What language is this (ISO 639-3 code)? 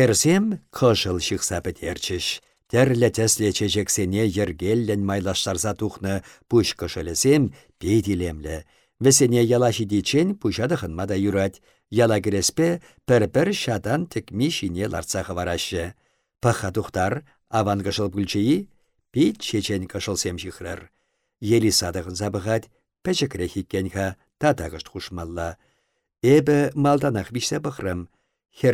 chv